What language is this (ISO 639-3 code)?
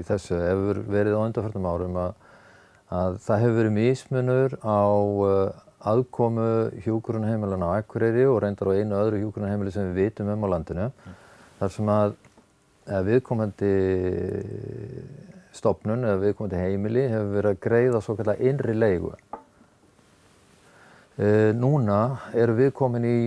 isl